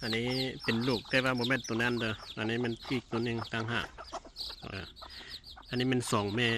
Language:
Lao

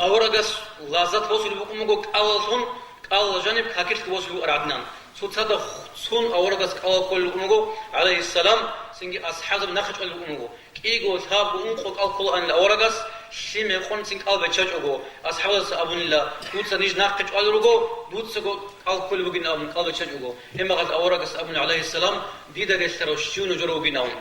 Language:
Avaric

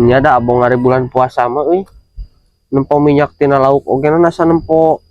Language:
Sundanese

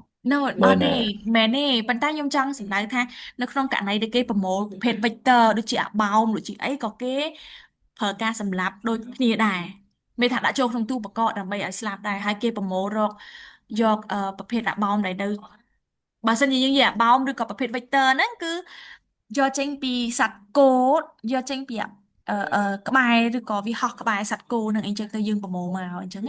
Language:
Khmer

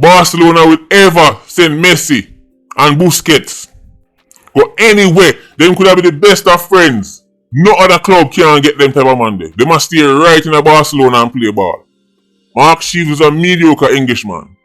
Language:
Jamaican Creole English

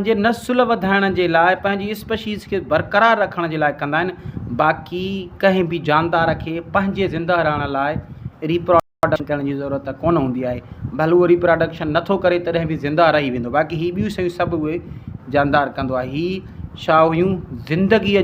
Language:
Sindhi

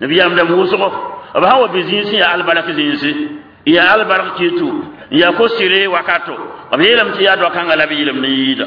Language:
Mossi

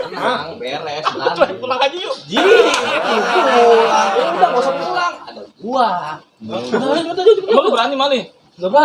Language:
Betawi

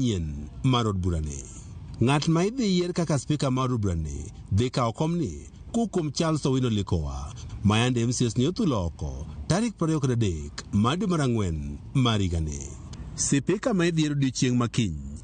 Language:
Luo (Kenya and Tanzania)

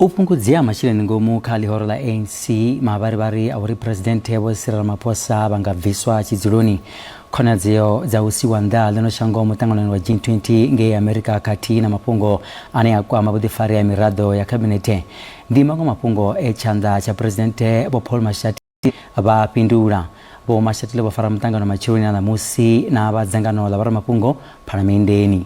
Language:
Venda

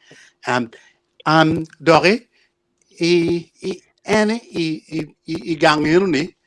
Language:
Acoli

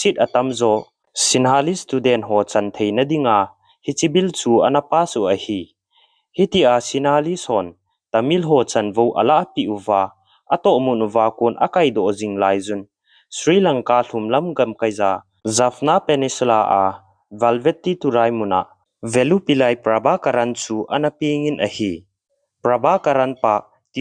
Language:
Thado Chin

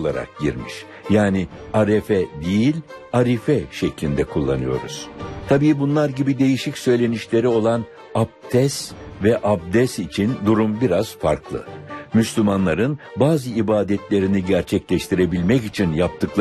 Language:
Turkish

